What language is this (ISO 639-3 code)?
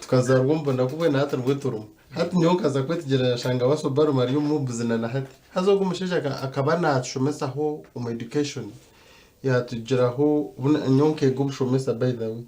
nyn